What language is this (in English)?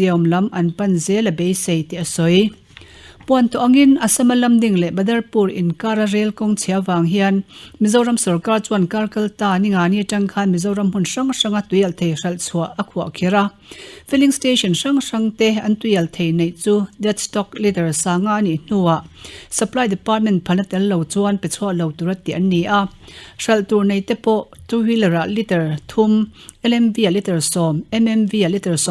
Mizo